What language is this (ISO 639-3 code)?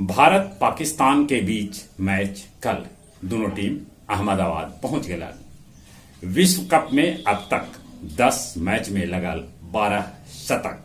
mag